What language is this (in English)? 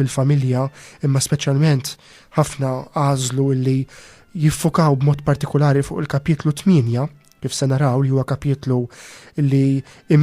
Maltese